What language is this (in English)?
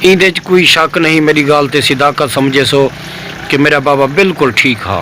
Saraiki